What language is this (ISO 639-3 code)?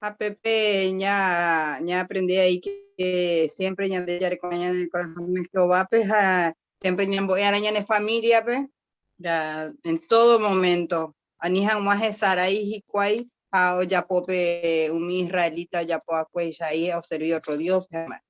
grn